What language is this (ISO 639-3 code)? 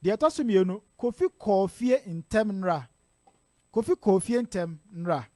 aka